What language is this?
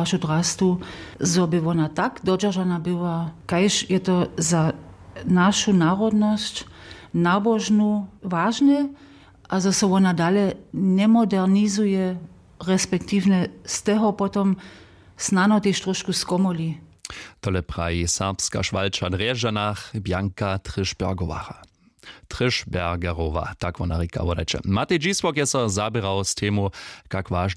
Upper Sorbian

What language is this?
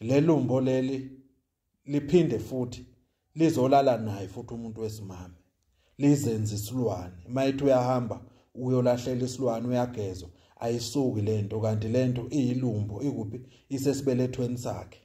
Zulu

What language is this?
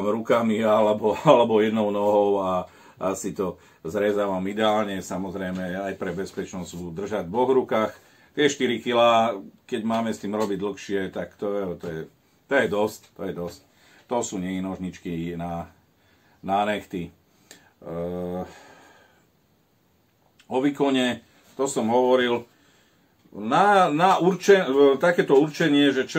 Slovak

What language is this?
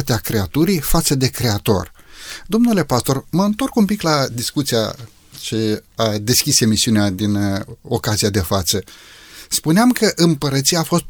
Romanian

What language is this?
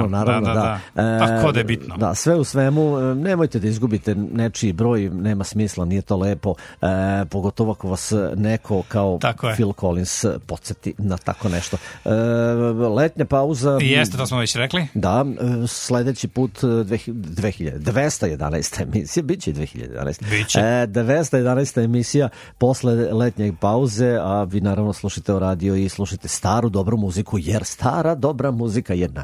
Serbian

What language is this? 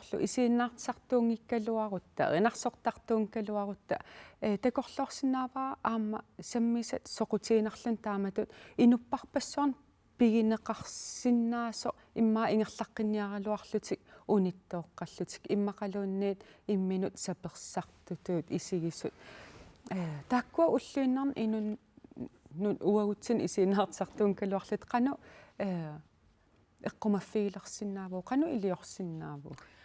Kalaallisut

